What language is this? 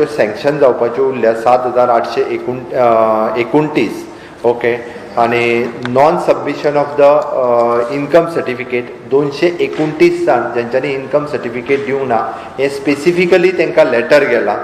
Konkani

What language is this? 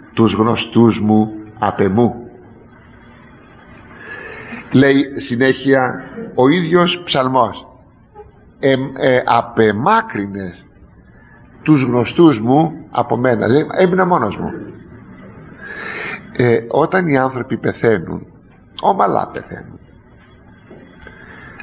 Greek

